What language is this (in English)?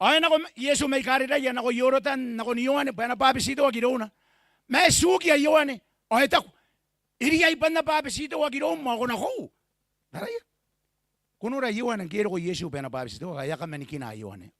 Gilbertese